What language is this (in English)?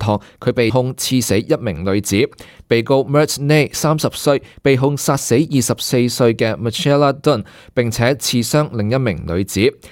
Cantonese